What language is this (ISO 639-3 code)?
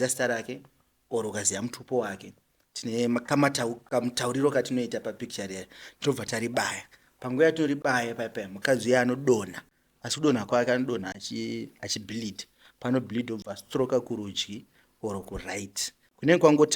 sna